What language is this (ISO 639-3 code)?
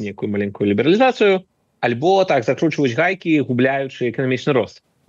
bel